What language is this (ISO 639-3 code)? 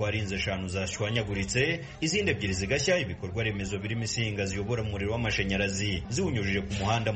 kin